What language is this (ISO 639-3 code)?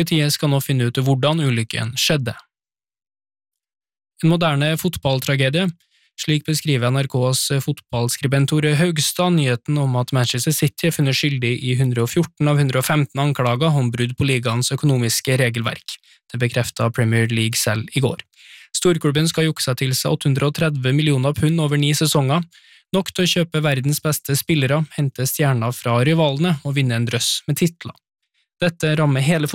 nor